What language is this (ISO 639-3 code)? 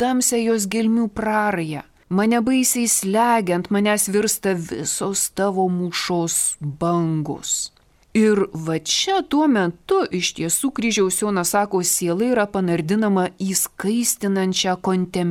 lit